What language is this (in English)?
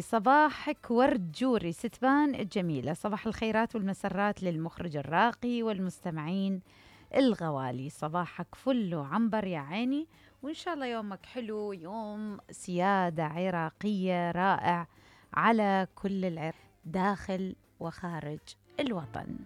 Mesopotamian Arabic